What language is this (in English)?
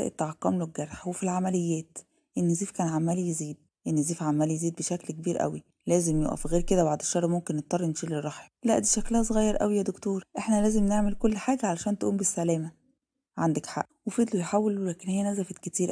Egyptian Arabic